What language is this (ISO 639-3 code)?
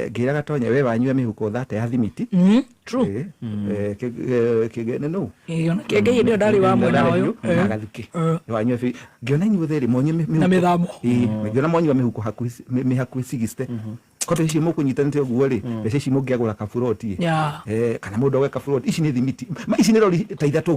kik